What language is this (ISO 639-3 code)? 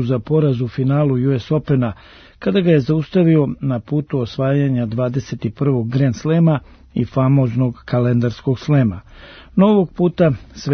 srp